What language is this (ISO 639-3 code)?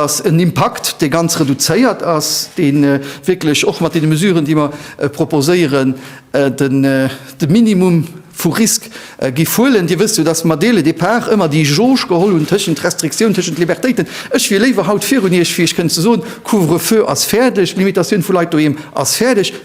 ltz